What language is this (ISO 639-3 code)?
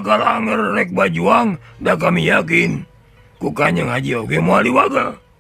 sun